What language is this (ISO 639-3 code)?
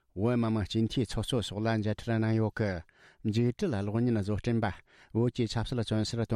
bod